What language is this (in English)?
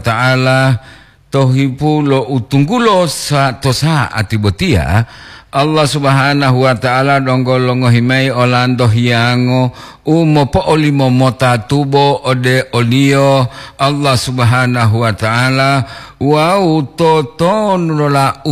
Gorontalo